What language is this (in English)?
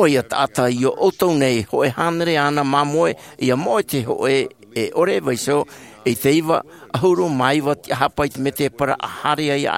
Tahitian